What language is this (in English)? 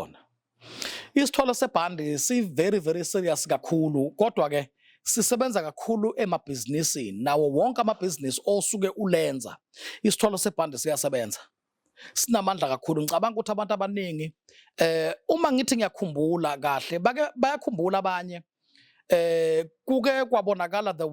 Zulu